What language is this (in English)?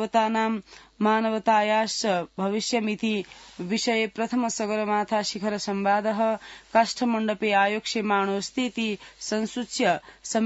Sanskrit